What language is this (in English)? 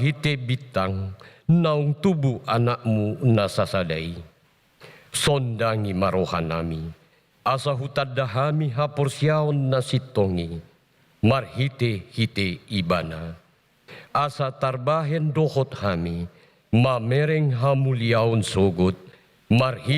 Batak Toba